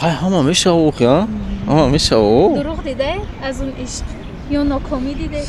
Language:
Tajik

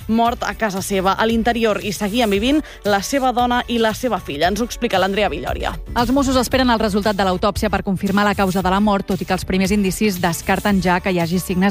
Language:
Catalan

